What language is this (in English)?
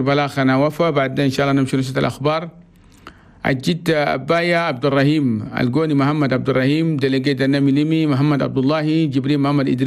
Chadian Arabic